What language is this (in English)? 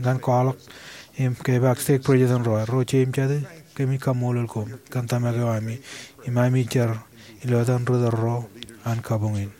Marshallese